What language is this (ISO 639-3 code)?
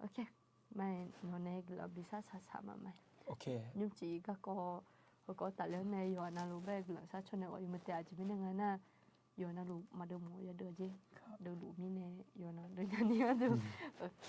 ahk